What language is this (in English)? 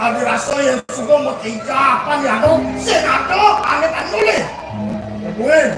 Balinese